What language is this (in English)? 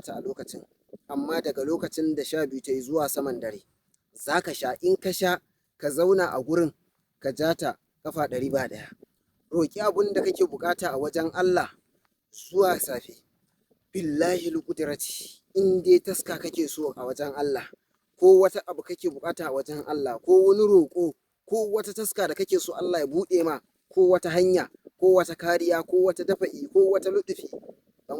Hausa